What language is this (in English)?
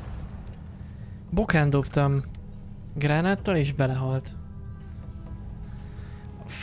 Hungarian